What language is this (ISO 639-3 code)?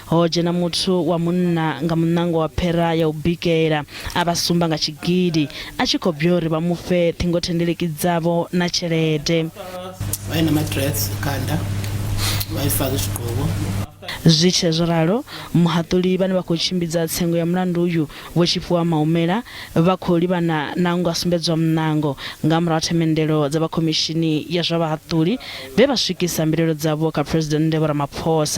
ven